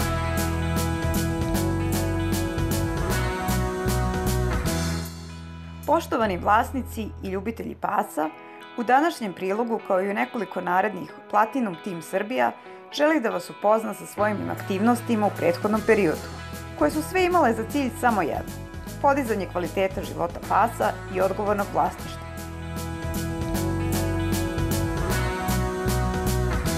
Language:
Serbian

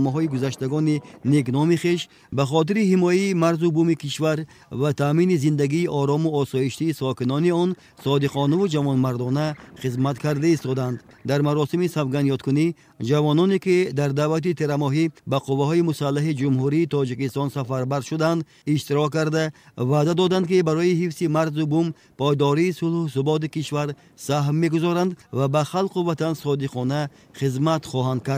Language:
Tajik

